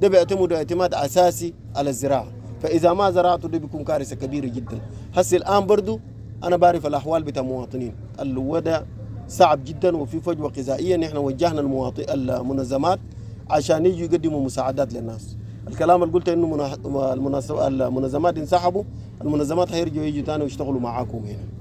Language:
Sudanese Arabic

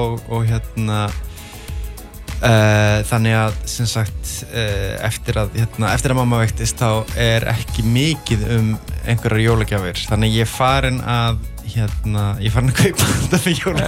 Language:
Icelandic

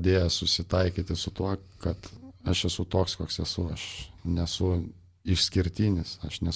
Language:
Lithuanian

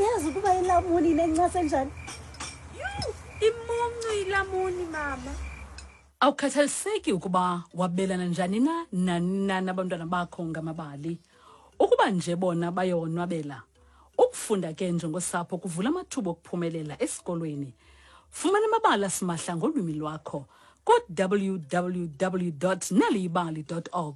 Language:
Xhosa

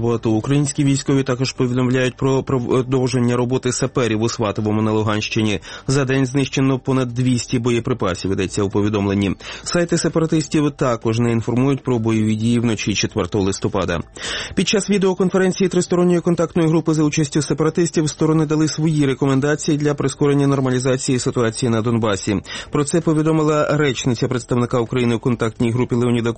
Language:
Ukrainian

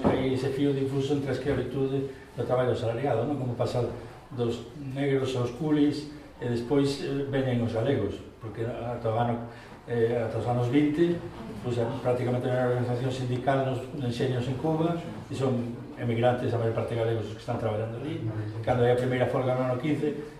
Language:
Galician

